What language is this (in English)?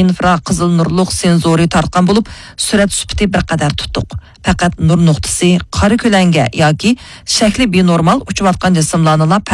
Uyghur